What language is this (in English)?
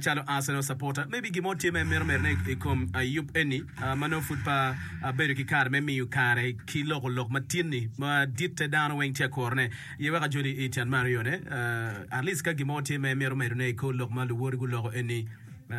Acoli